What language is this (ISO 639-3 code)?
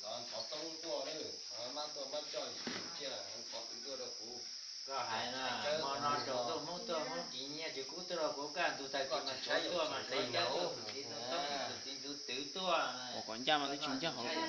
hmn